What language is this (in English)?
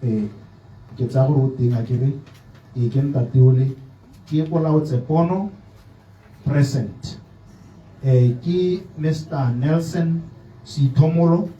Tswana